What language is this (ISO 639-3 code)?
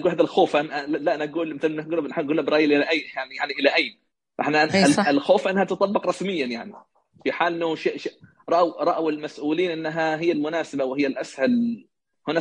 ars